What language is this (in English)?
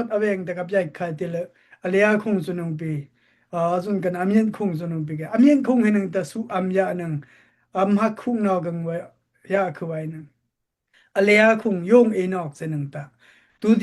Daai Chin